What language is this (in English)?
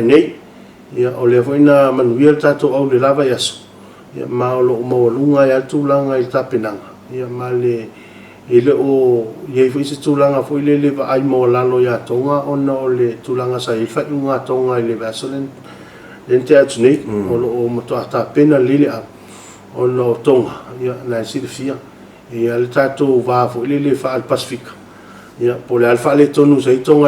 Samoan